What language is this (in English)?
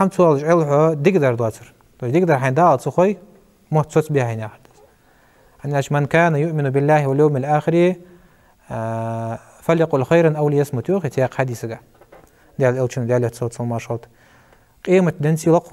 Ingush